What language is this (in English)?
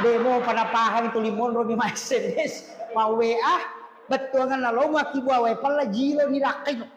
Buginese